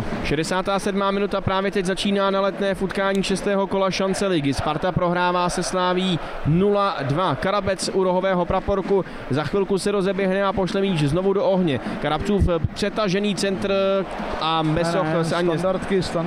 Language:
Czech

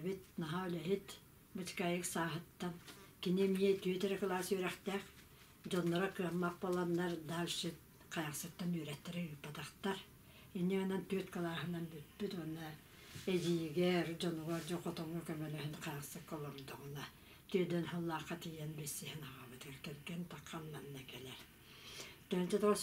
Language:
Yakut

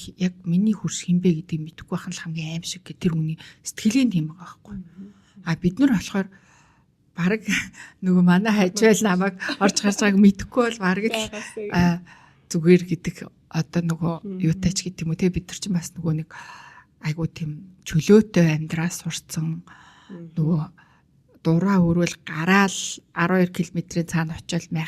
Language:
Mongolian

